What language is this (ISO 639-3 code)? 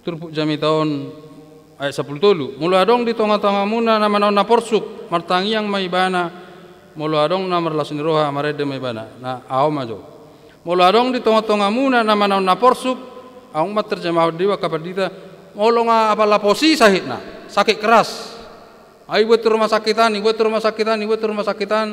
bbc